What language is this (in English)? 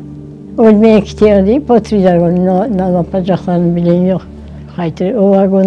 Crimean Tatar